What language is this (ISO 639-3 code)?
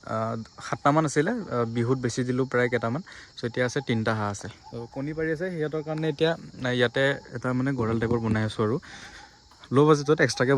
asm